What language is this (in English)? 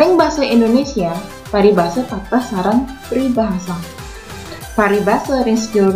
Balinese